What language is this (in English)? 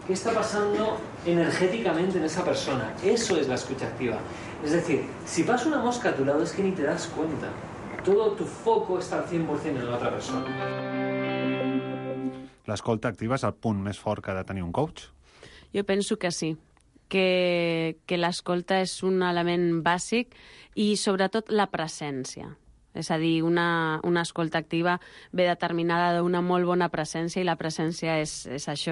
Catalan